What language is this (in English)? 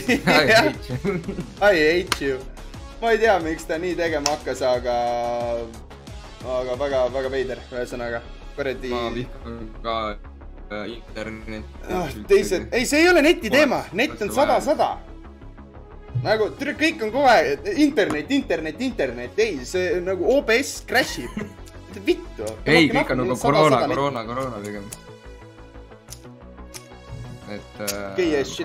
Estonian